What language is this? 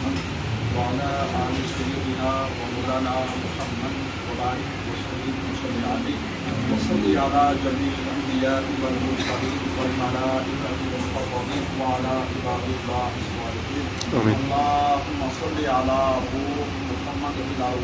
Pahari-Potwari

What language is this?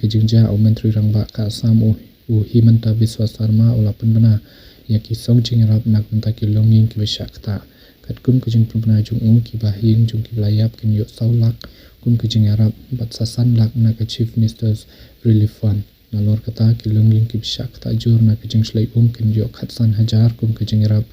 Khasi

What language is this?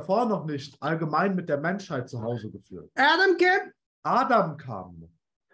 German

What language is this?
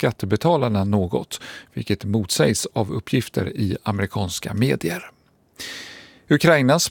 Swedish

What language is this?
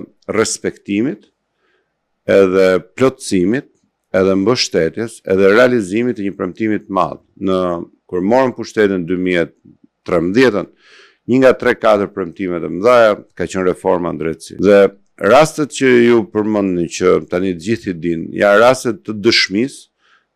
Albanian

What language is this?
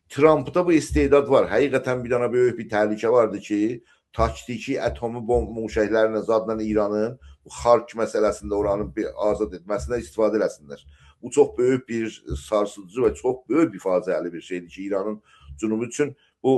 South Azerbaijani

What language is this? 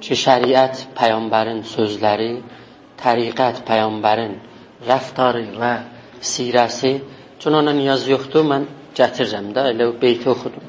South Azerbaijani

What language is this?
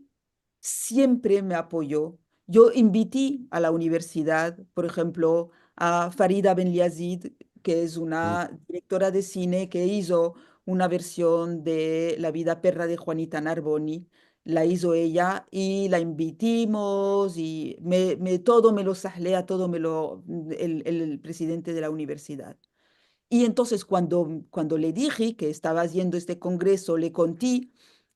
Ladino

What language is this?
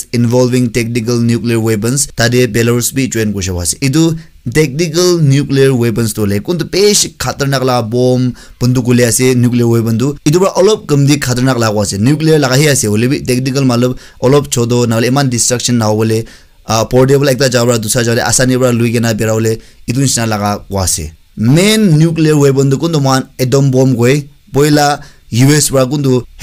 Naga Pidgin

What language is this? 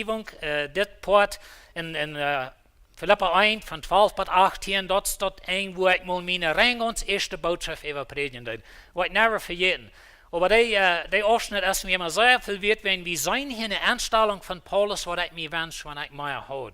Plautdietsch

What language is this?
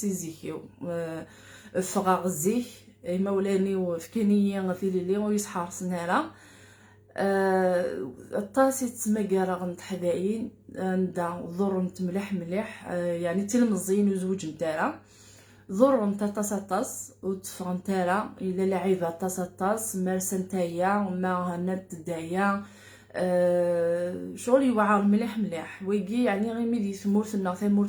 Kabyle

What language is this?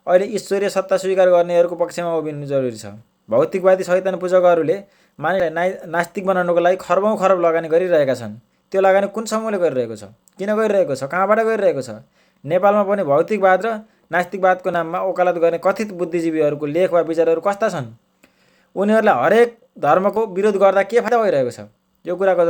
Nepali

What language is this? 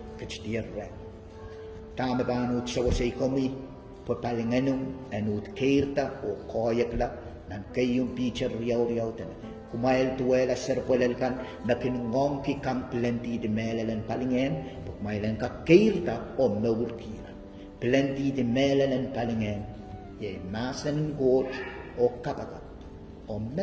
Pohnpeian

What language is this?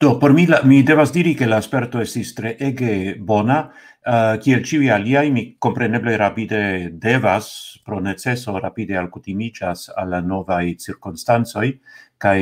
Esperanto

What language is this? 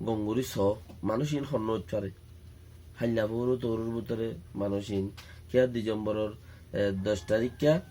Rohingya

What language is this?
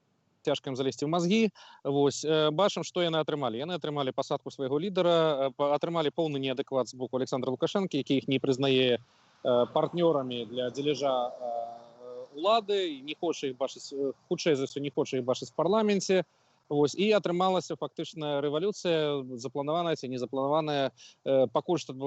Belarusian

